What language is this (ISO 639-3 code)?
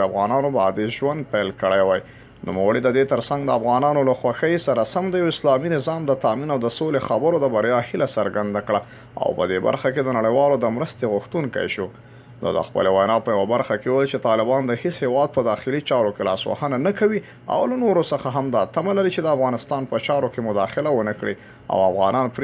pus